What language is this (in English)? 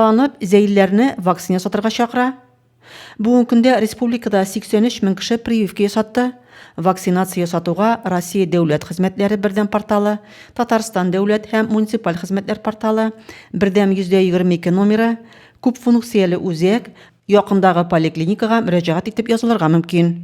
Tatar